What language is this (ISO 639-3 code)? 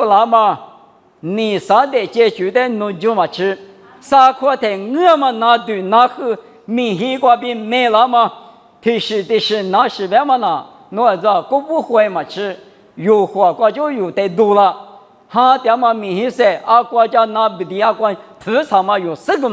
lis